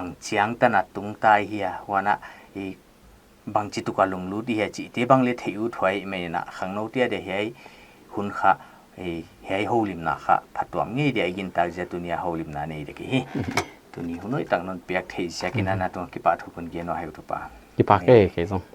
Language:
Paite Chin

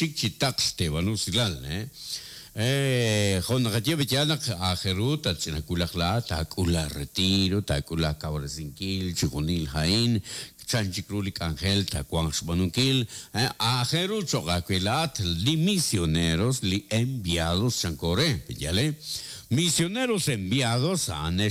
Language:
Kekchí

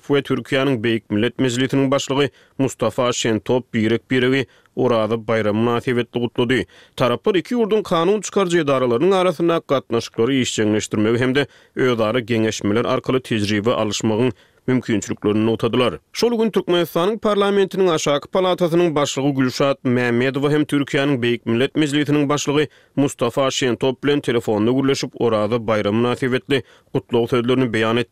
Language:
Turkmen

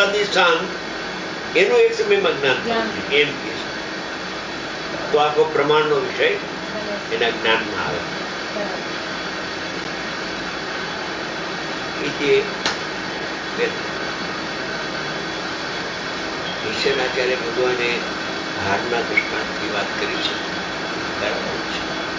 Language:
Gujarati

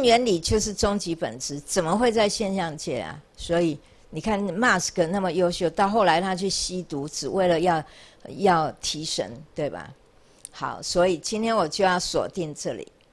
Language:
Chinese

